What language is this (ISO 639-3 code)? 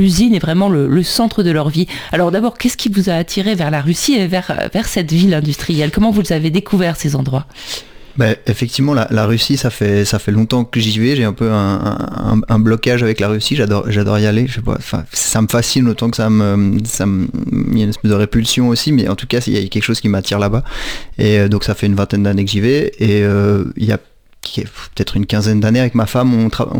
fra